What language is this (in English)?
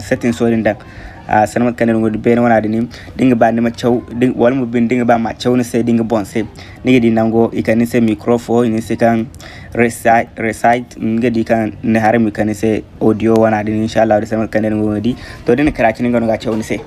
Zarma